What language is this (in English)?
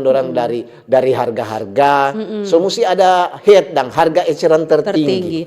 Manado Malay